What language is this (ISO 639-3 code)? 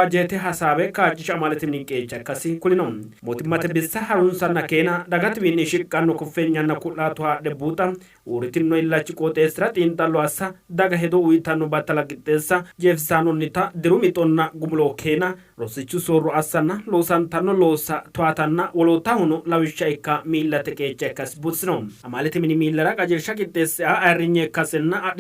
sid